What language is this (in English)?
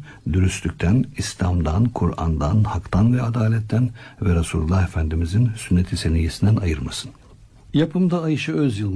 Turkish